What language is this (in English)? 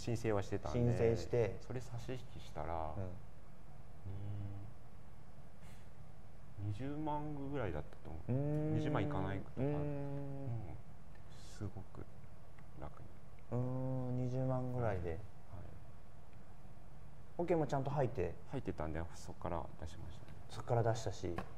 Japanese